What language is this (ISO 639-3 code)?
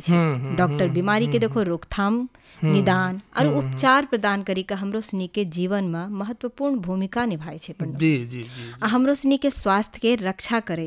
hin